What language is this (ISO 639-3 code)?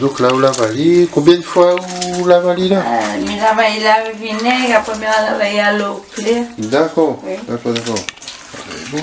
rcf